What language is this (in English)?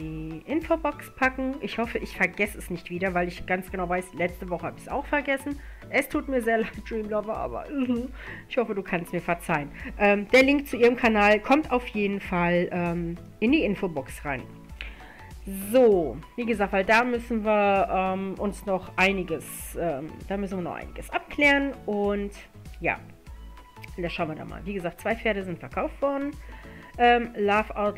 German